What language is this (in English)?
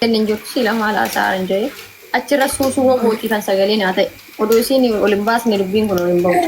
Oromo